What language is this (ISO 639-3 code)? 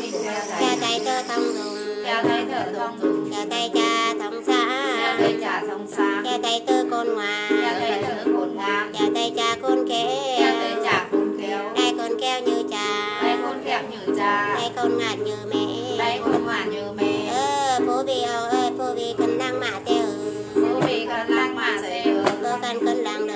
vie